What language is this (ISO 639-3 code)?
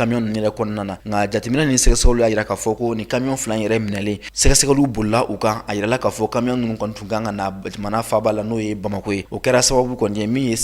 bam